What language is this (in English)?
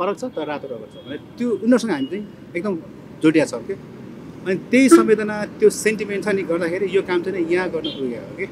Nepali